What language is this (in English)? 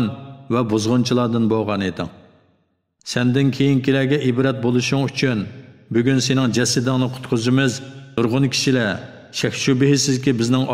Uyghur